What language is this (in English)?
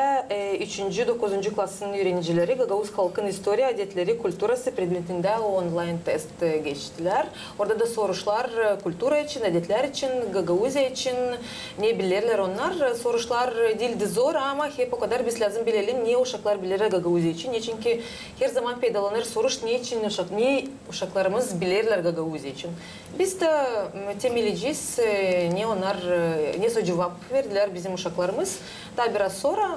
Gagauz